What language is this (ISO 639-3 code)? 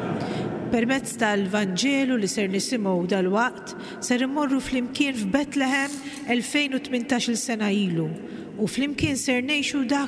mlt